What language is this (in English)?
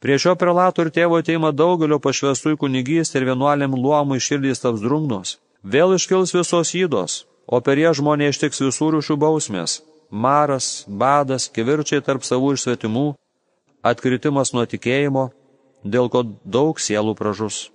Lithuanian